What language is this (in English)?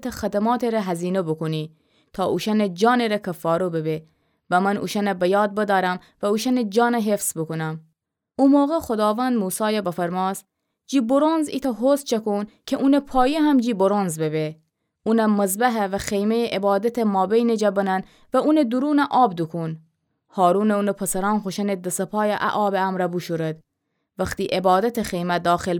Gilaki